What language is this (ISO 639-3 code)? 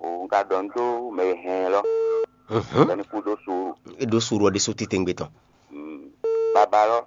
fon